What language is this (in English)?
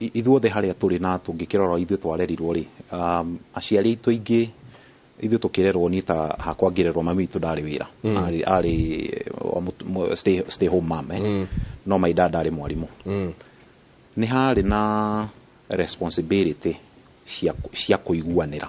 Kikuyu